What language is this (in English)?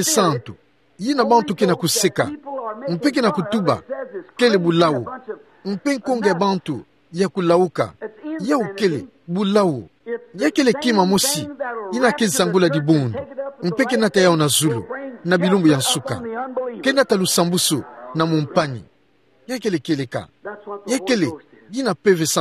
Kituba (Democratic Republic of Congo)